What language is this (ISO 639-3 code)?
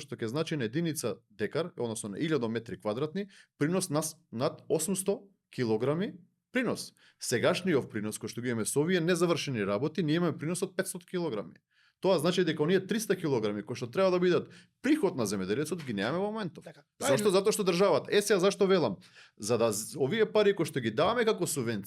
mkd